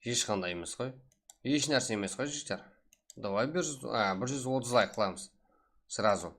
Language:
Kara-Kalpak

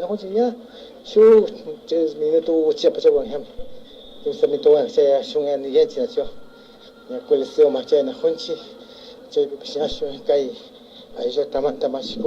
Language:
Imbabura Highland Quichua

